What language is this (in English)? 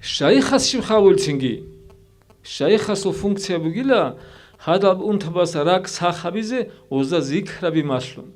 Avaric